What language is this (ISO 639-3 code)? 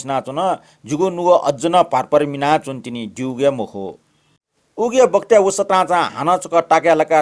new